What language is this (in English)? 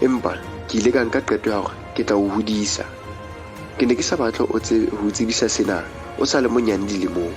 Southern Sotho